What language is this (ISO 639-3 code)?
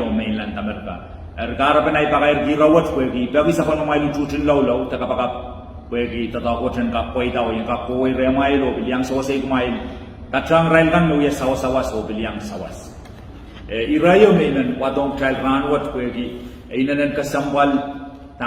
pon